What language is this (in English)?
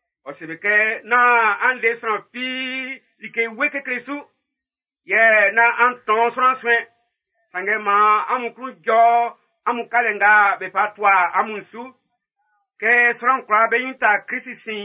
Baoulé